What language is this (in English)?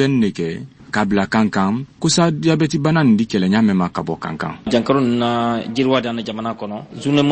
Bambara